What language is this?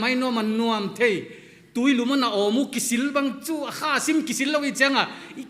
Paite Chin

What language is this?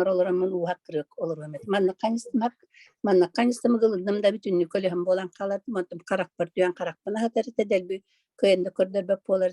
Yakut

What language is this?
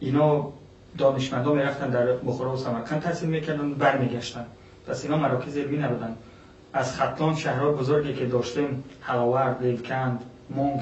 Persian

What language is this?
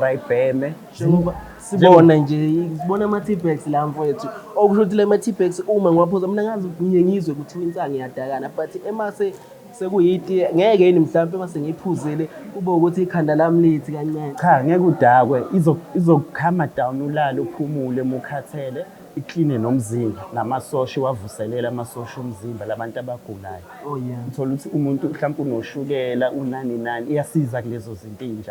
Zulu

